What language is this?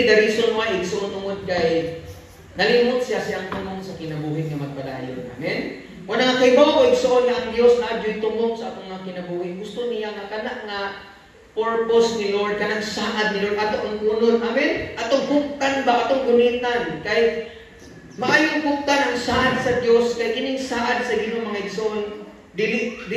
Cebuano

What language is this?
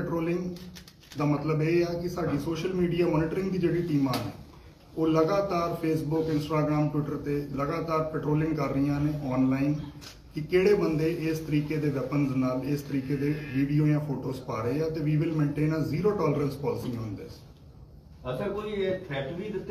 Punjabi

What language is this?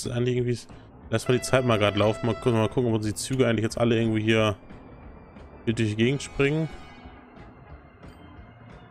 German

